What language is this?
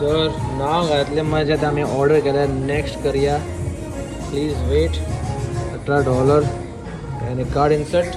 Konkani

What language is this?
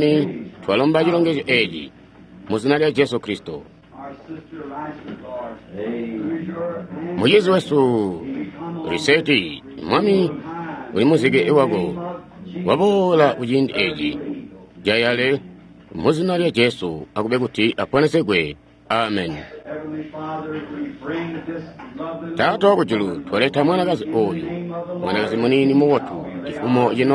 Tonga (Zambia)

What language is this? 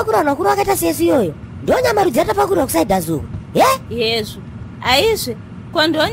Shona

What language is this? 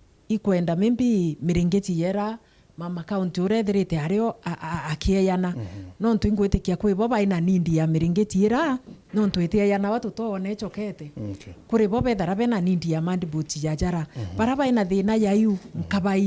Meru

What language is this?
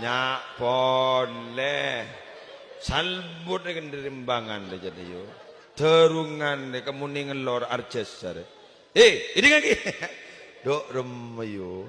Madurese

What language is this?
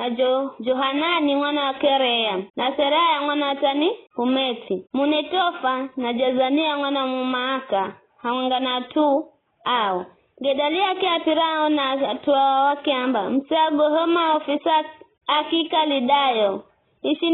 Giryama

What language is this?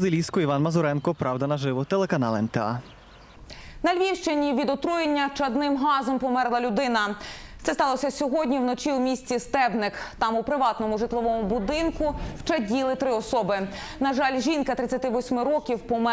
Ukrainian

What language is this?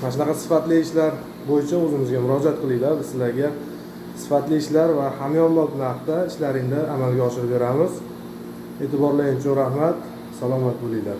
Uzbek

